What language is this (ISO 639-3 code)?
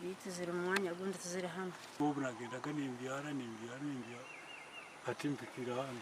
nyn